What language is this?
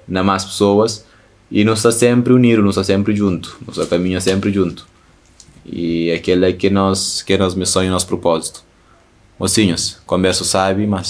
Kabuverdianu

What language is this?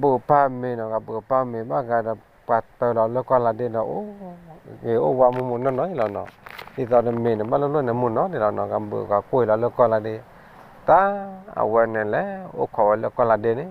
S'gaw Karen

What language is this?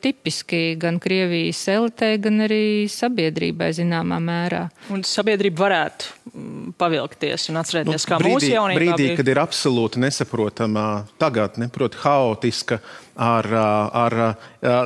Latvian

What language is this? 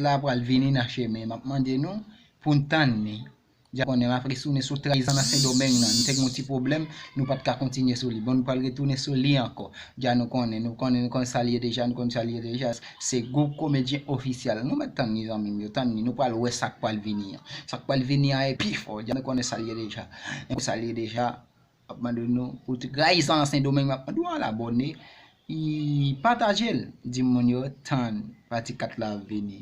Haitian Creole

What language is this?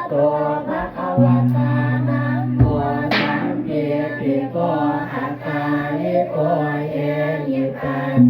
Pali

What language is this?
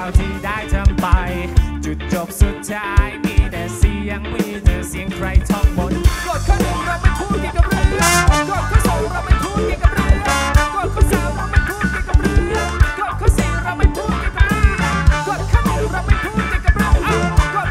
Thai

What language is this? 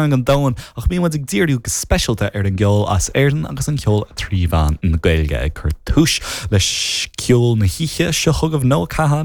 Irish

